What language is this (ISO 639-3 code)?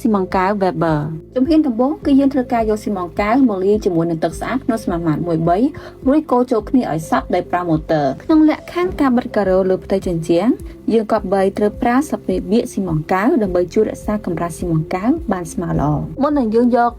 khm